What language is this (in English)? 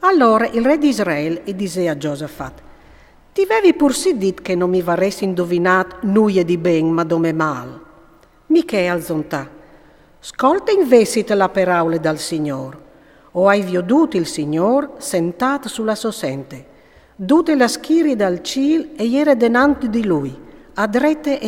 Friulian